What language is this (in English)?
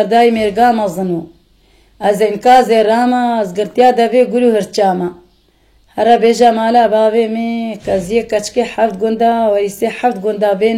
Kurdish